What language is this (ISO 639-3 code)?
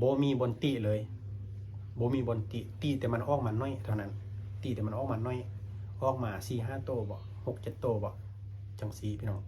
lao